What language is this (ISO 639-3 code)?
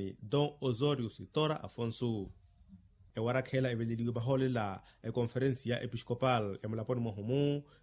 vmw